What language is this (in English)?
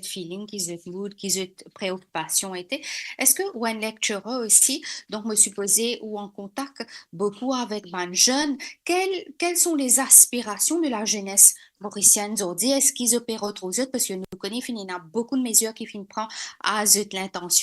Morisyen